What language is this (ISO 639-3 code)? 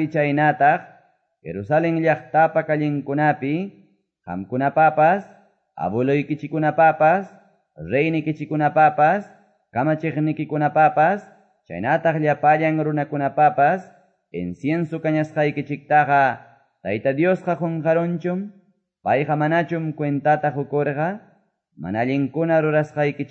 que